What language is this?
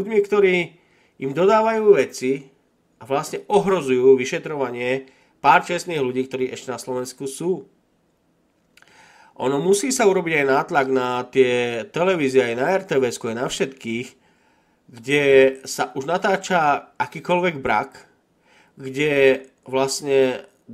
Slovak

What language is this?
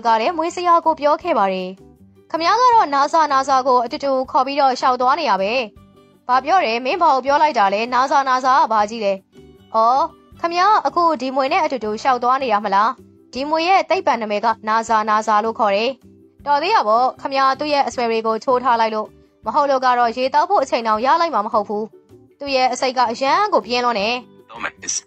Burmese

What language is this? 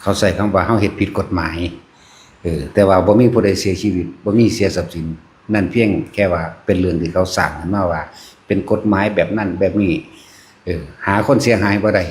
Northeastern Thai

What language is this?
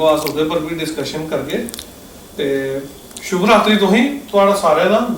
Dogri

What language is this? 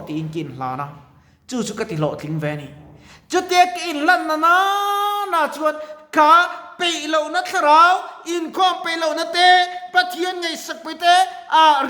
Mizo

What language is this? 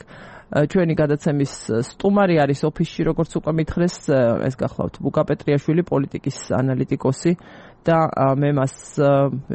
Georgian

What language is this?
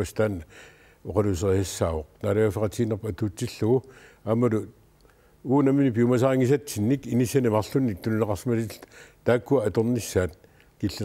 Kalaallisut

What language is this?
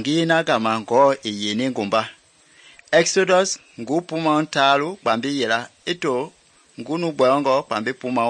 Mende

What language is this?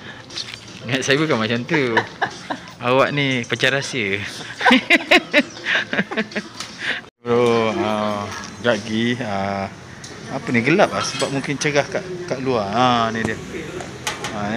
Malay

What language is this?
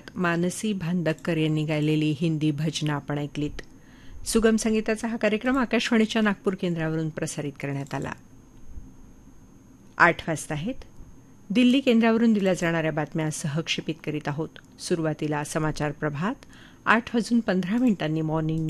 Marathi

